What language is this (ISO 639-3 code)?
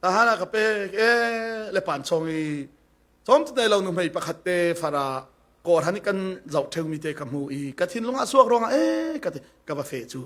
cfm